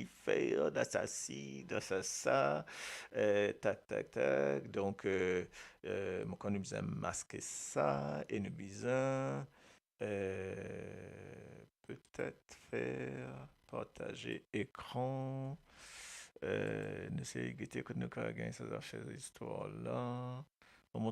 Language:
Morisyen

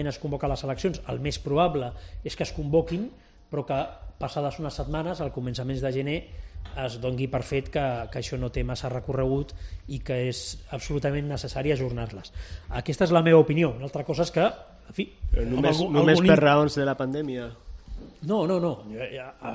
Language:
Catalan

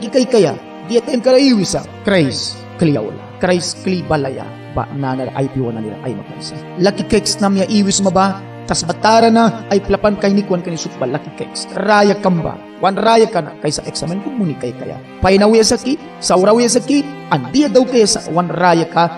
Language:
Mískito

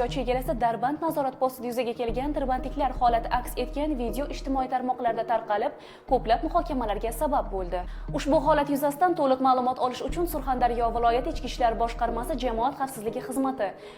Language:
Uzbek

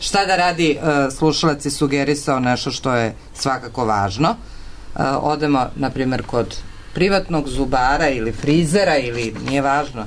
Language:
Serbian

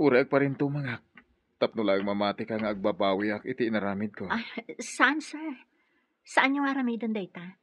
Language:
Iloko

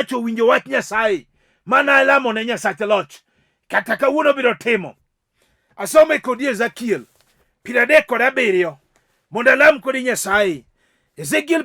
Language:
Luo (Kenya and Tanzania)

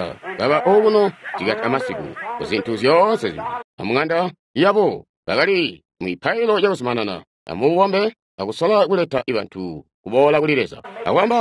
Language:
Tonga (Zambia)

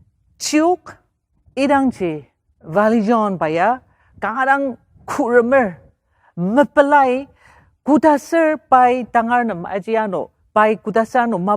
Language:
Ao Naga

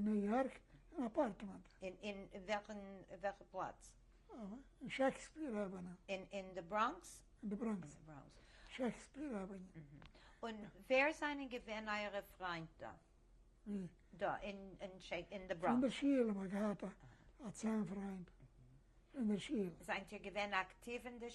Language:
Yiddish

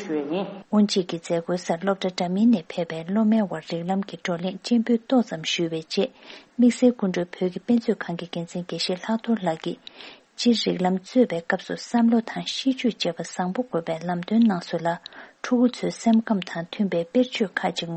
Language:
Tibetan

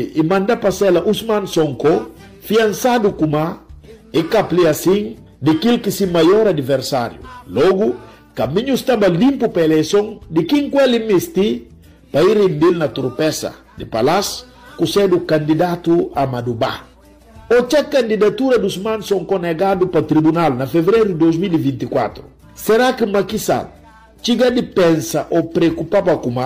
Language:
Upper Guinea Crioulo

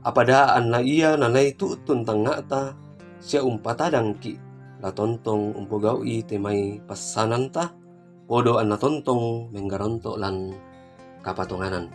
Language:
Toraja-Sa'dan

